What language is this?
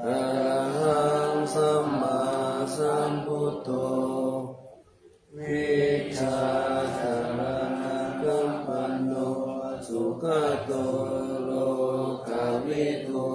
Pali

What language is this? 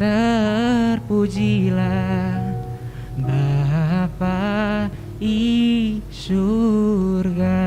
Batak Karo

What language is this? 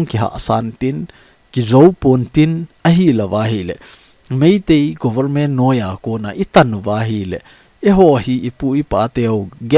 Thado Chin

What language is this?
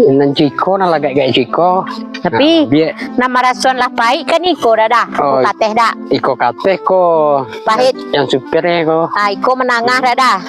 Minangkabau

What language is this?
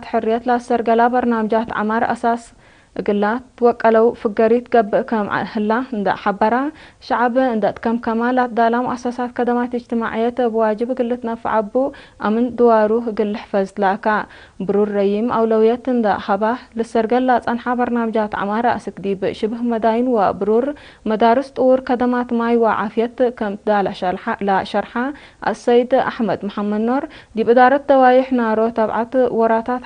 Tigre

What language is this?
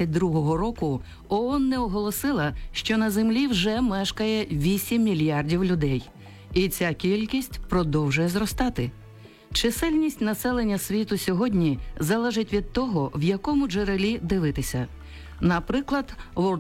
Ukrainian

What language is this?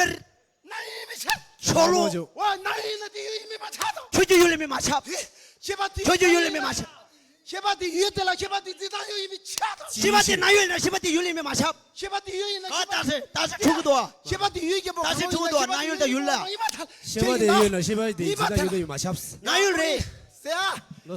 Tibetan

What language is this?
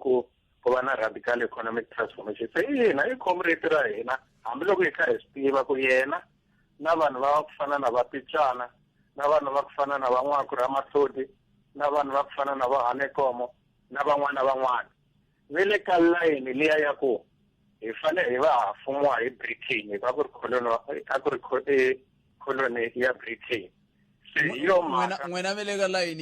Tsonga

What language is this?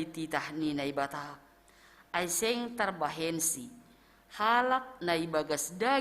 Batak Simalungun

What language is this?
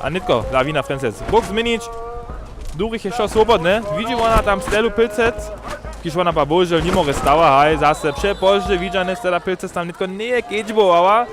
Upper Sorbian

